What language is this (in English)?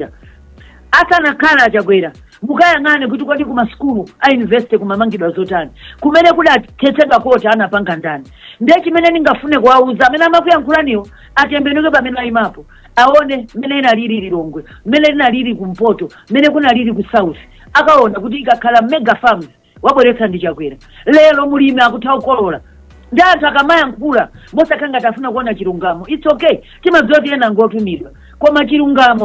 Nyanja